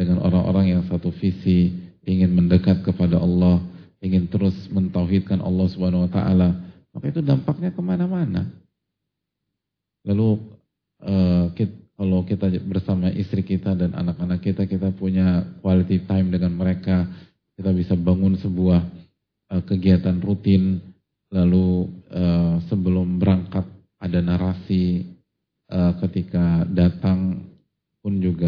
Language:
Indonesian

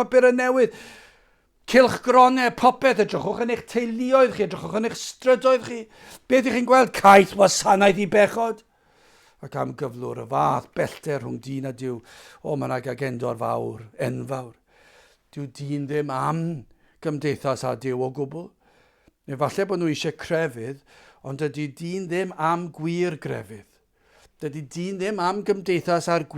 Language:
Welsh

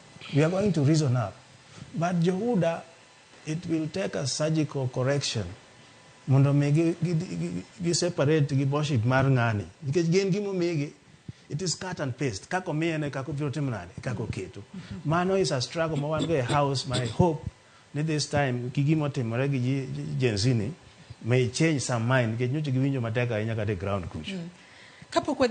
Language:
Luo (Kenya and Tanzania)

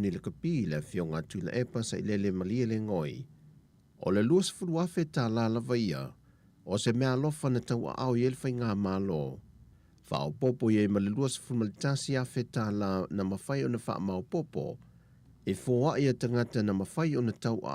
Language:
Samoan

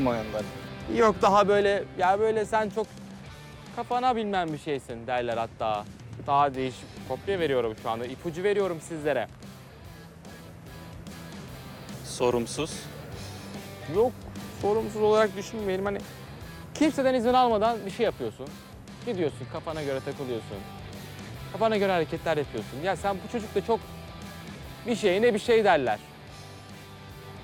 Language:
Turkish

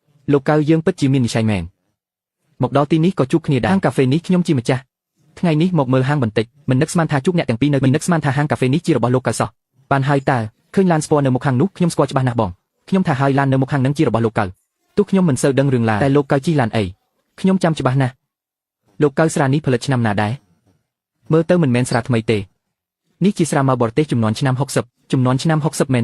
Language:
Khmer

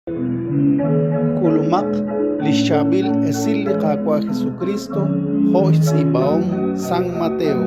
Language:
Kekchí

